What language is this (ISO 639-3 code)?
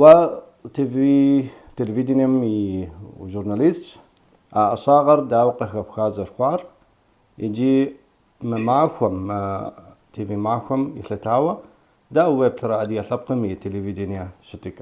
kbd